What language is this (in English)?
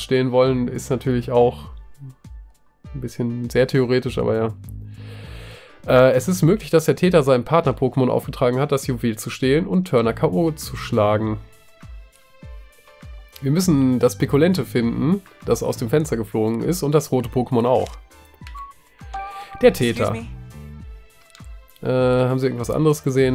German